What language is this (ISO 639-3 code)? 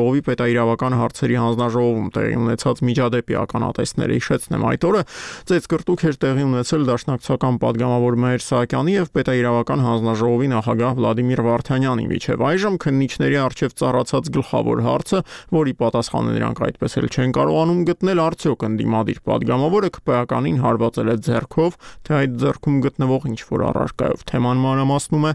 hye